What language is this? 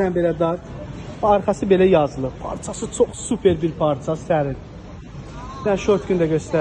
Azerbaijani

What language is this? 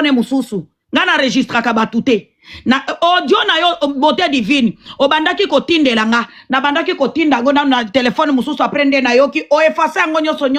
Lingala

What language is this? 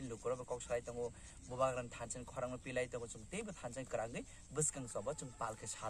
Kok Borok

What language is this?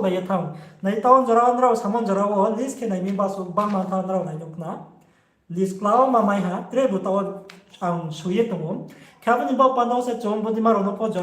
Riang (India)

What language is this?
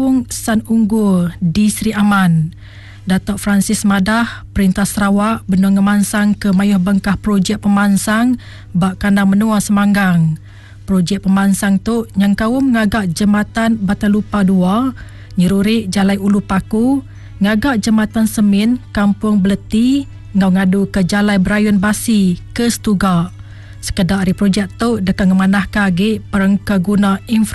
Iban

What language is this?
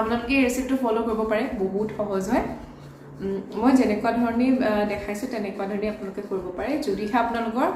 Assamese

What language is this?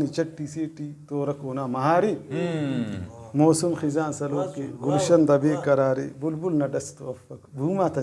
Brahui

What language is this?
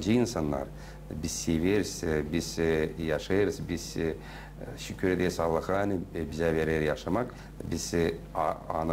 Gagauz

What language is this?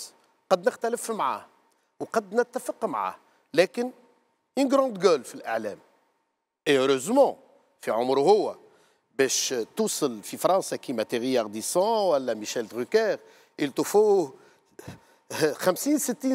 Tunisian Arabic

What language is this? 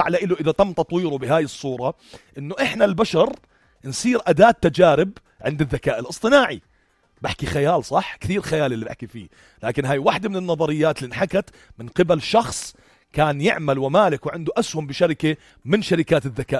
North Levantine Arabic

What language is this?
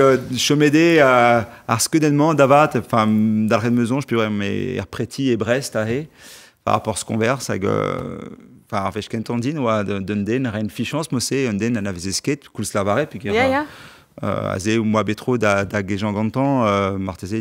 Breton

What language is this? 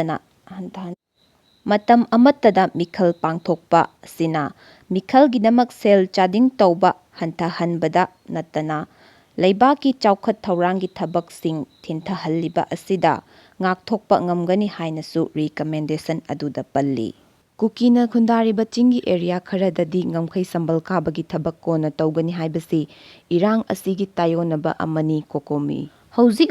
Manipuri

